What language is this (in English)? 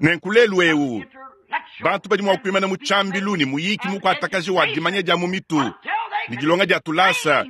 Luba-Lulua